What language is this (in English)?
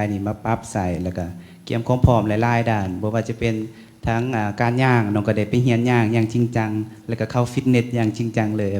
Lao